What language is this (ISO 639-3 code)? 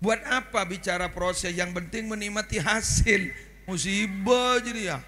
mad